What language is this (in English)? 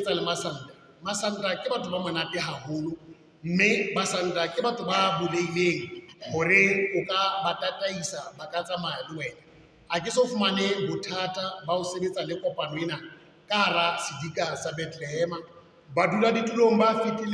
Southern Sotho